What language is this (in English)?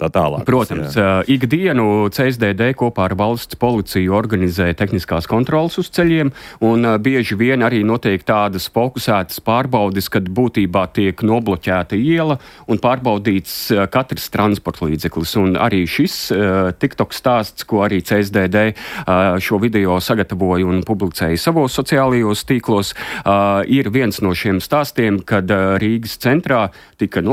Latvian